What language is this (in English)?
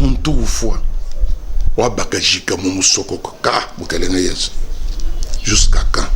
Luba-Lulua